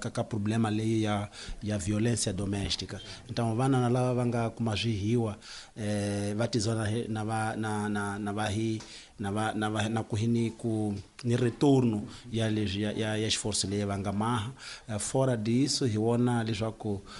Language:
Tsonga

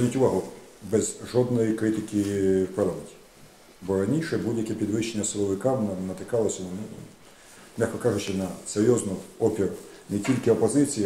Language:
Ukrainian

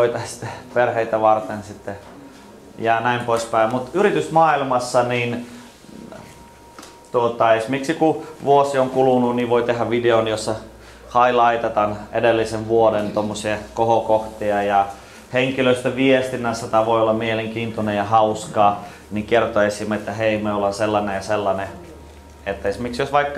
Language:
Finnish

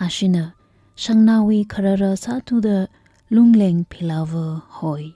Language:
Tangkhul Naga (India)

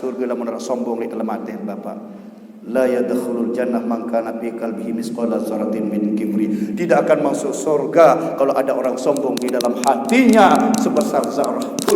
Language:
Sasak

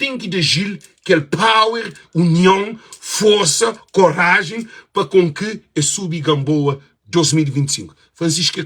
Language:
Kabuverdianu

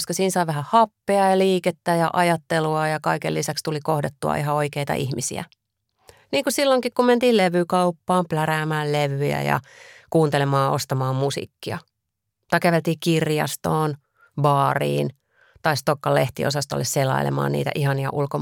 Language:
Finnish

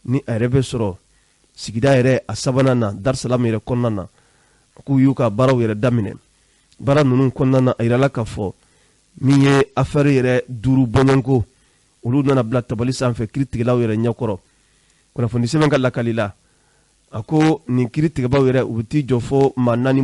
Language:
Bambara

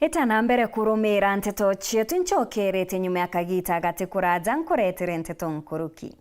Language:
Meru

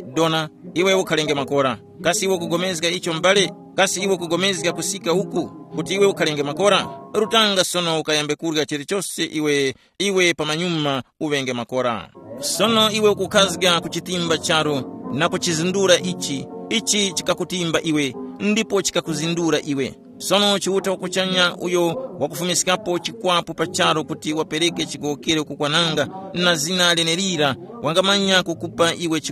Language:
Tumbuka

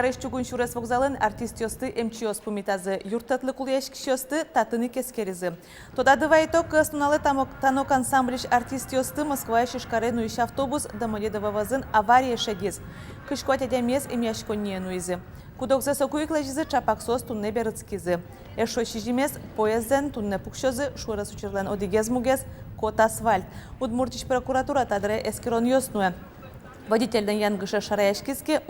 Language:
Udmurt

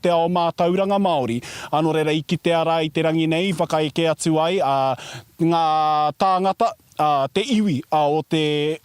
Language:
Māori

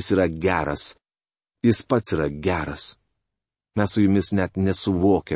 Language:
Lithuanian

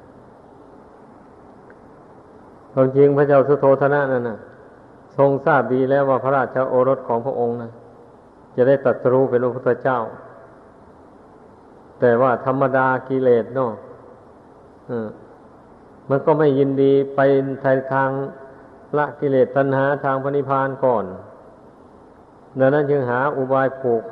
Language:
Thai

